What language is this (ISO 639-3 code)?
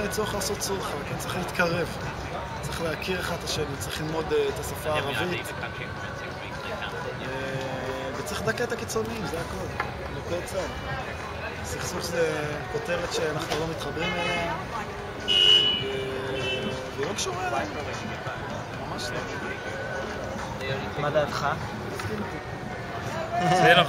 heb